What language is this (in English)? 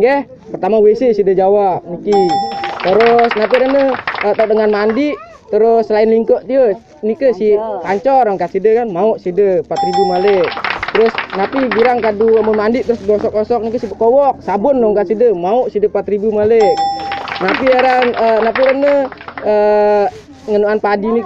Sasak